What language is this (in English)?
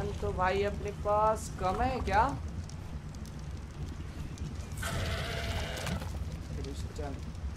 Hindi